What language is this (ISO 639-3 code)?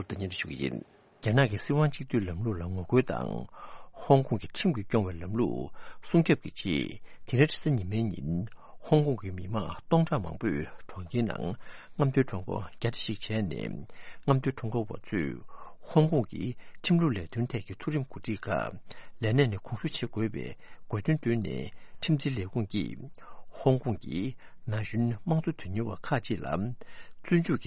bod